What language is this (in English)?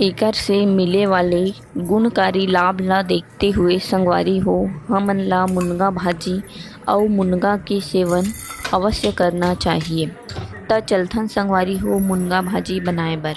Chhattisgarhi